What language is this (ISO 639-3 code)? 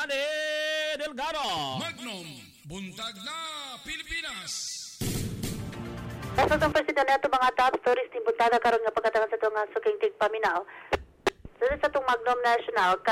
ceb